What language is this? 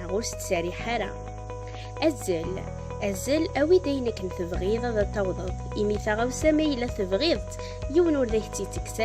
Kabyle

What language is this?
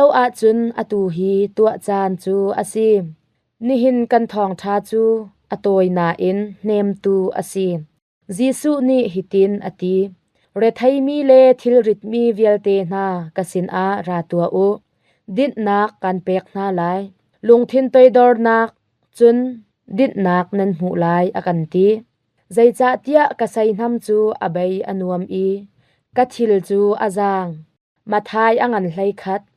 Hakha Chin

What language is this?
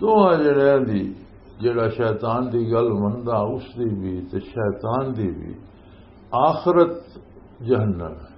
Western Panjabi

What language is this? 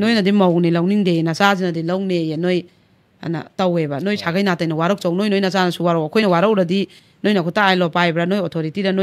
Manipuri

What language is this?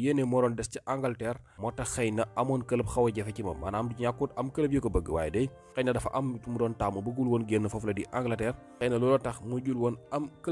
Wolof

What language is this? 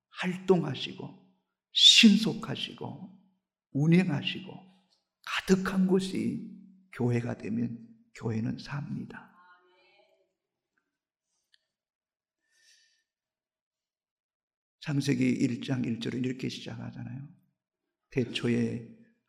Korean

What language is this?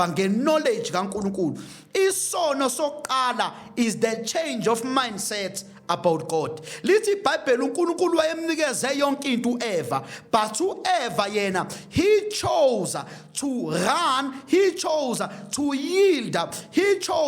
Zulu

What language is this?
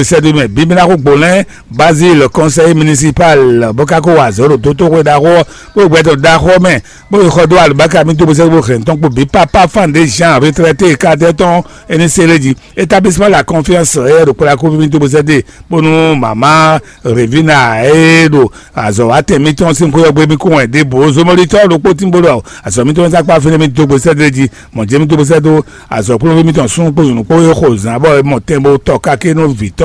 Fon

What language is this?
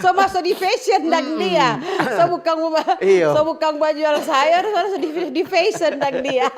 Manado Malay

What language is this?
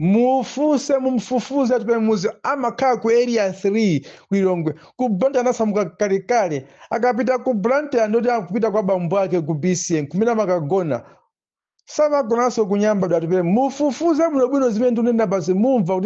Nyanja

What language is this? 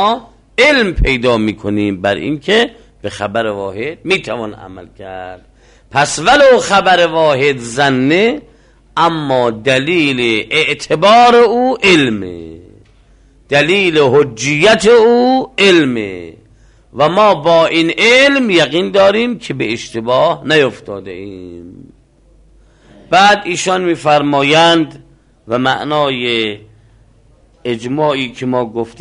Persian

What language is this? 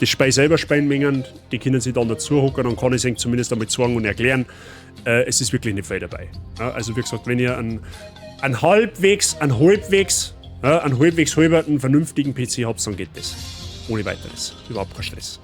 Bavarian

